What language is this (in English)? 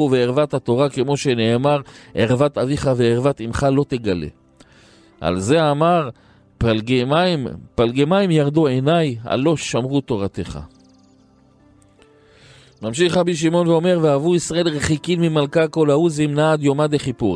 Hebrew